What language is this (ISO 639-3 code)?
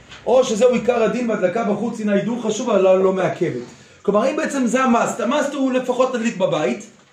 heb